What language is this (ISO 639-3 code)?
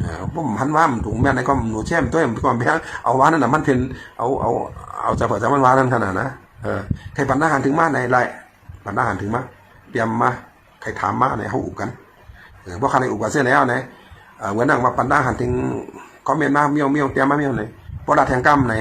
shn